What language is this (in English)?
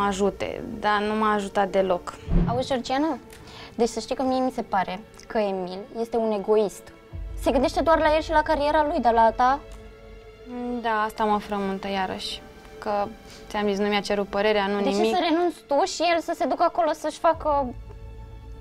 Romanian